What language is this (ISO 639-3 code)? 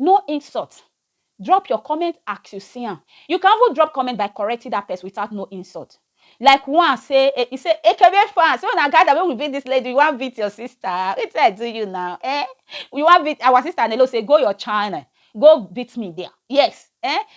pcm